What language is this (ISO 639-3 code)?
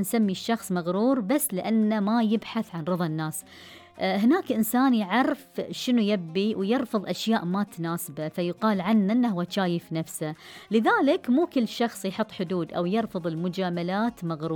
afb